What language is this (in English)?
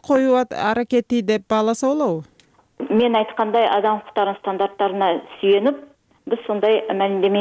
Kyrgyz